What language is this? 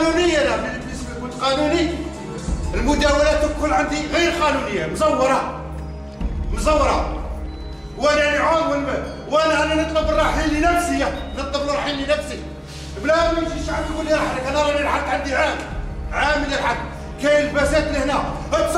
Algerian Arabic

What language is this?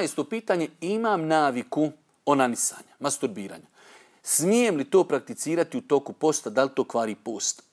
Bosnian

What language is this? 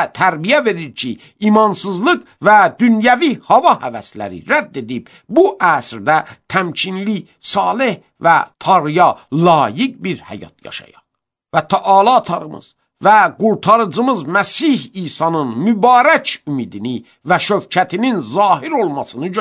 Azerbaijani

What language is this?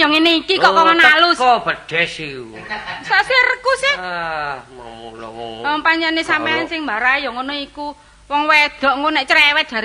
Javanese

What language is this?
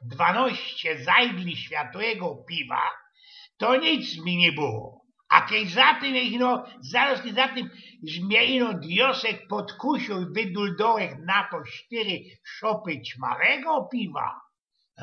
Silesian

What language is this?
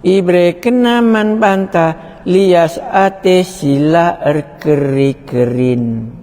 Batak Karo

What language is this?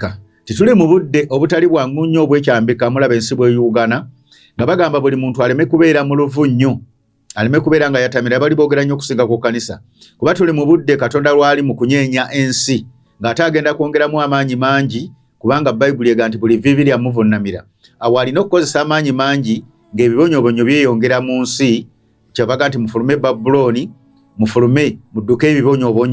Ganda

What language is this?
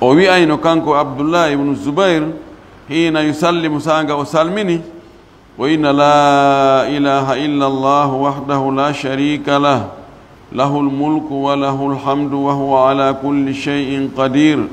Fula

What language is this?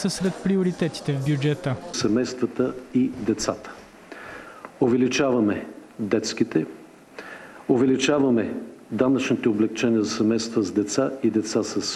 Bulgarian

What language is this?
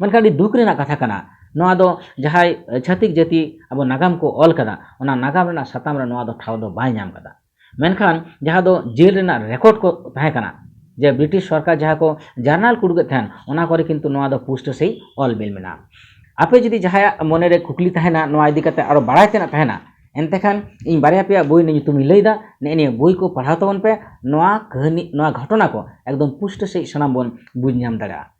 Santali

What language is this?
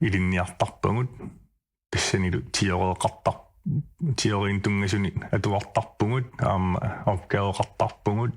Kalaallisut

